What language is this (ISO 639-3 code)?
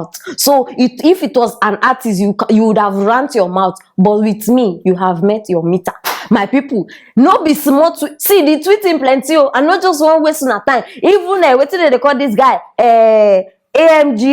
pcm